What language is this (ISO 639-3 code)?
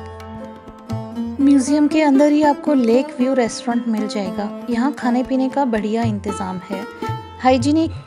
hin